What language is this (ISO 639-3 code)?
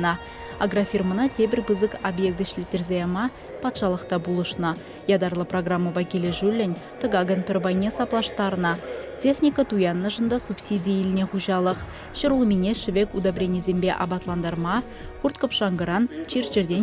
chv